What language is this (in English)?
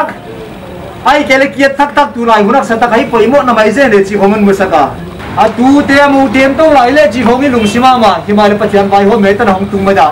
Paite Chin